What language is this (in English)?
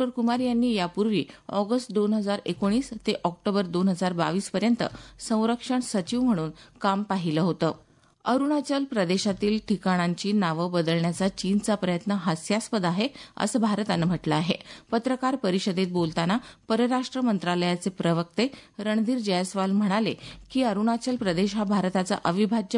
Marathi